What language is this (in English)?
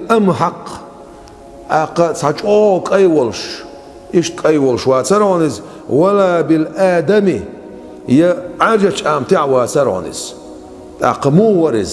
Chechen